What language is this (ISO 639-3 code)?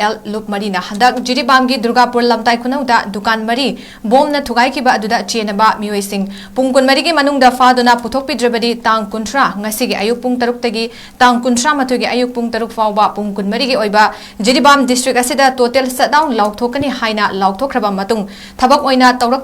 mni